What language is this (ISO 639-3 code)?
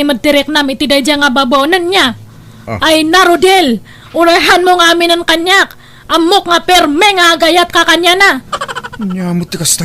ilo